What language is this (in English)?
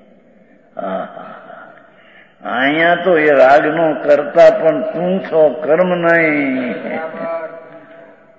Gujarati